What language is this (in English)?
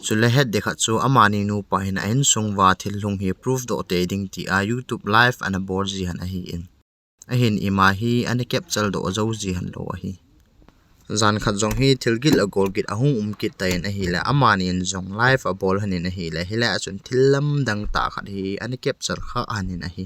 Thado Chin